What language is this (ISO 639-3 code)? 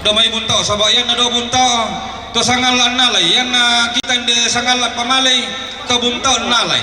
sda